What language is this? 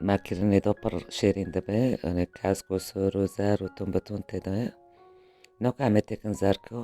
Kurdish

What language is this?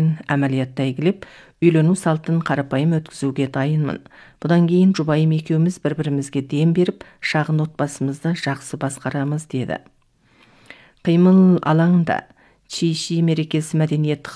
Kazakh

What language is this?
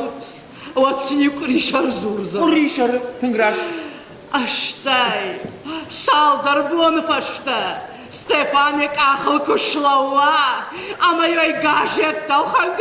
Ossetic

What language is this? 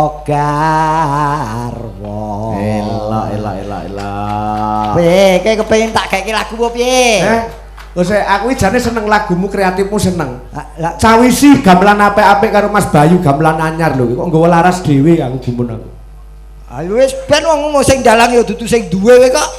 Javanese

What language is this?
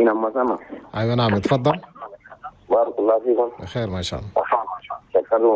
Chadian Arabic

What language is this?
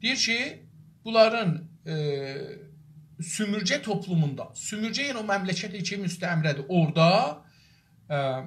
South Azerbaijani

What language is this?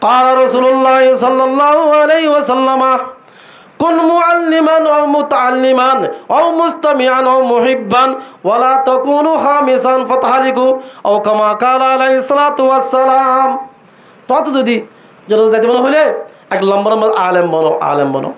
Rohingya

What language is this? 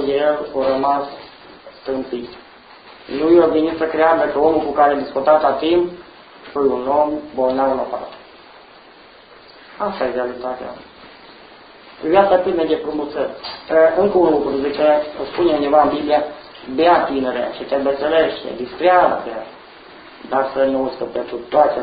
Romanian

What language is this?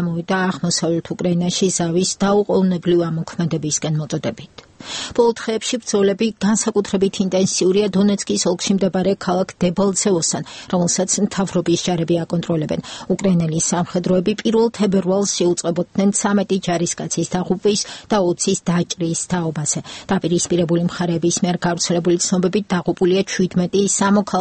Georgian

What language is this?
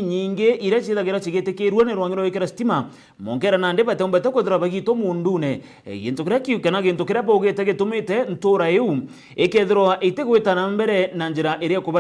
Meru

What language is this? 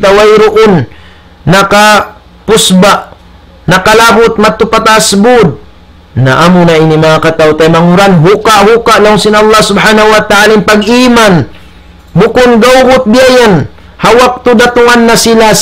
Tausug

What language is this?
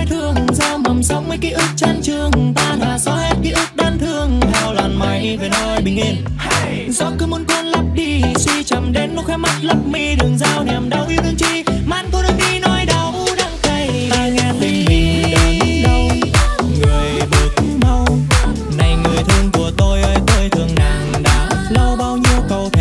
Vietnamese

